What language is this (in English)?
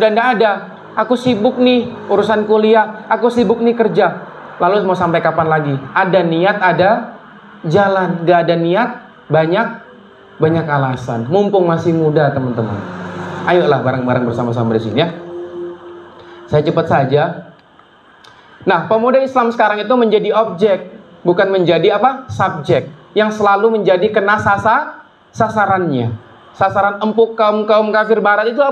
Indonesian